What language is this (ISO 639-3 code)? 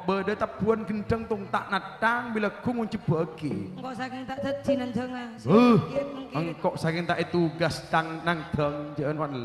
mad